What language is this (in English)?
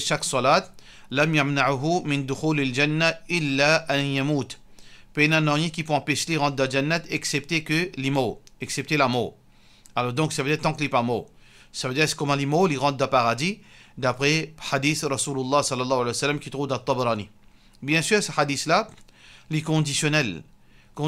Morisyen